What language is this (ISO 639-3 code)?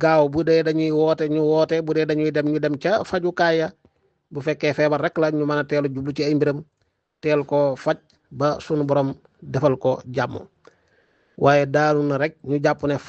wol